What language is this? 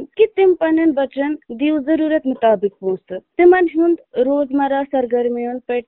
Kashmiri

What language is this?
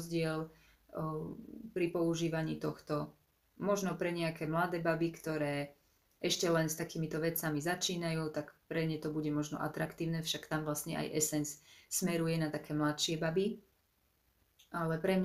Slovak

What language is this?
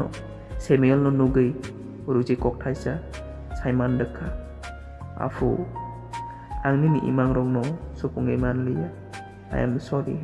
Kok Borok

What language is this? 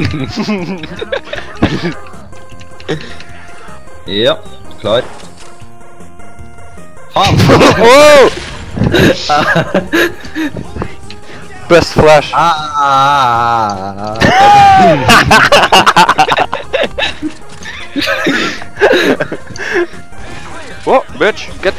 Norwegian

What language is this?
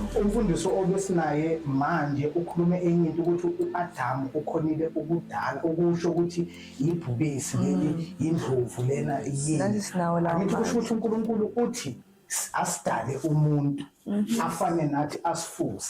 Zulu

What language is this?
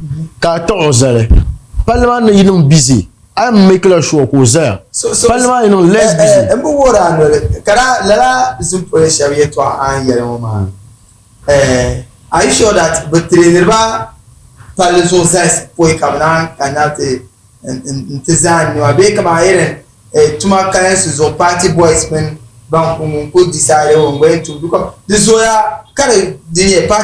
Dagbani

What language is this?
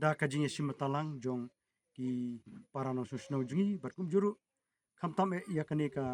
Khasi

